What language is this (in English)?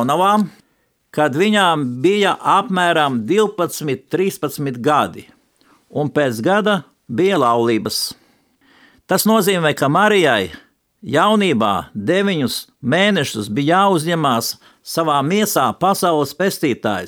Latvian